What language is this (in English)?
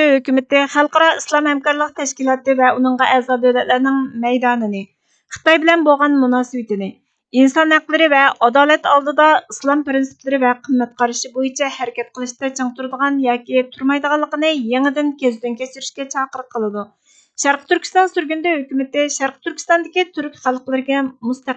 Uyghur